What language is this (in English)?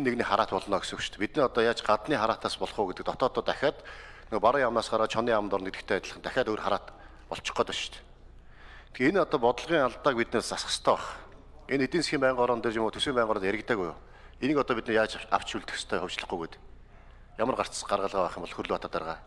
Mongolian